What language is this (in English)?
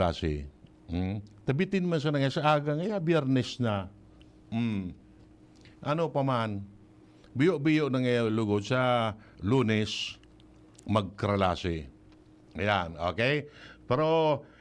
Bikol